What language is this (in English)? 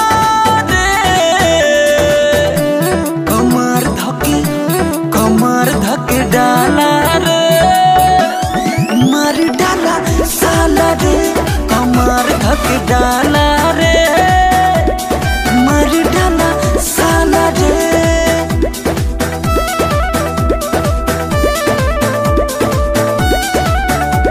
Bhojpuri